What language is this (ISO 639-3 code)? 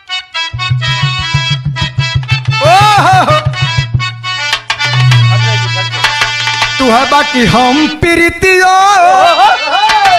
bho